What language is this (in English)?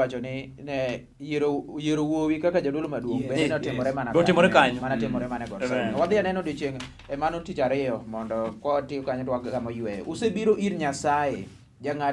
Luo (Kenya and Tanzania)